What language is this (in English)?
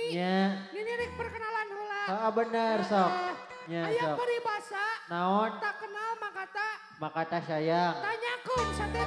Sundanese